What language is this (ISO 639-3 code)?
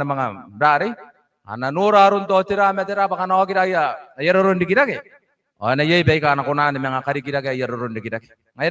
gil